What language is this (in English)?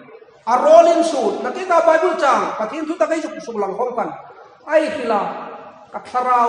Hmar